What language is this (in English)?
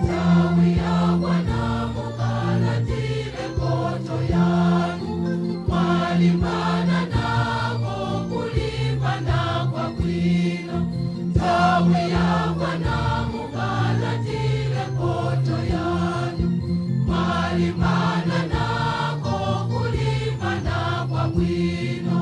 Nyanja